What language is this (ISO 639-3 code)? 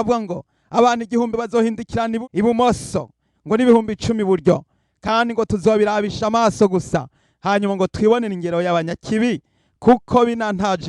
run